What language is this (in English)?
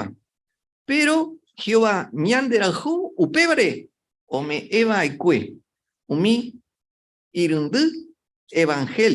Guarani